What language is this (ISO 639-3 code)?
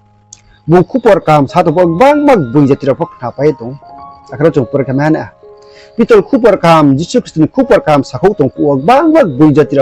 ria